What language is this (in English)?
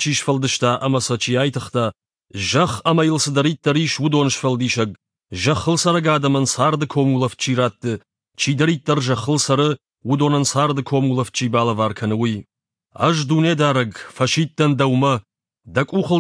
Ossetic